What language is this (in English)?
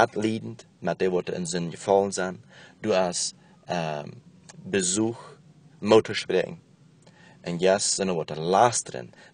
Plautdietsch